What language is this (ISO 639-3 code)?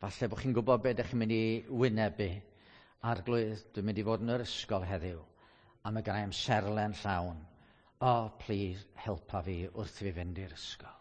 cym